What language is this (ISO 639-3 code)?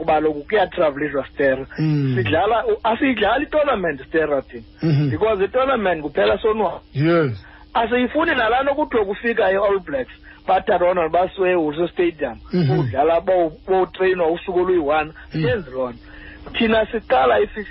xho